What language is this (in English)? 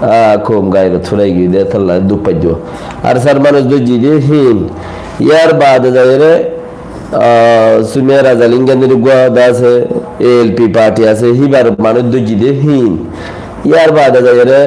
Rohingya